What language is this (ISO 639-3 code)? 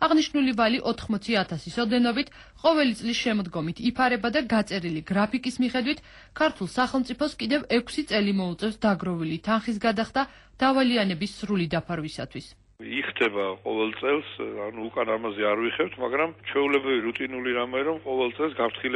kat